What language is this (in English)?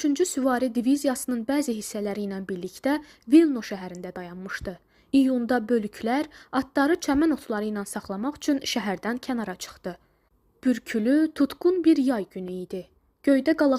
Azerbaijani